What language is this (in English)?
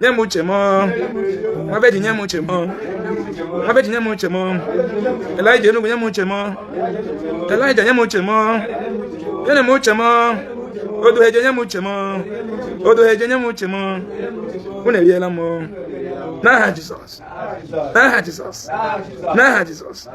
Igbo